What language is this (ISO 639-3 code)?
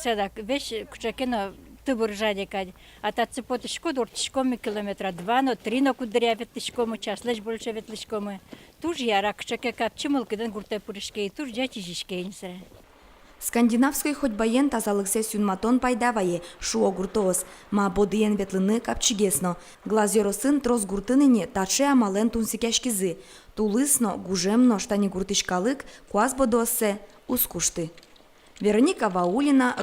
udm